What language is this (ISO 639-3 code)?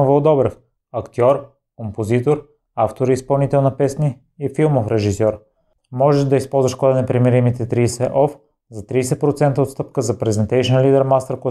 bul